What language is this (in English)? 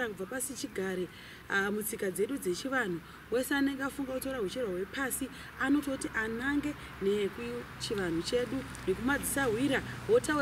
Shona